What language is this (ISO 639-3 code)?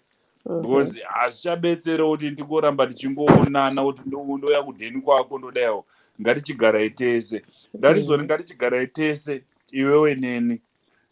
sna